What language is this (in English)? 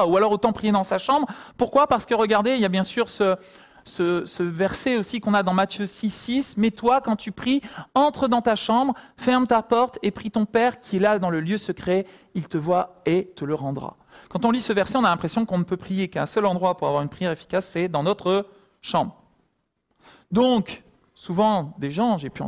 French